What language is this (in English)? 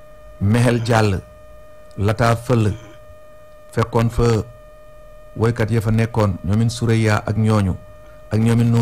Wolof